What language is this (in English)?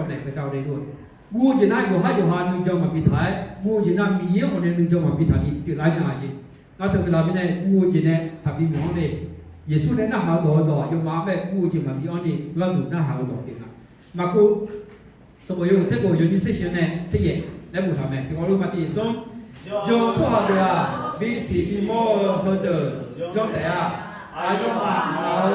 Akha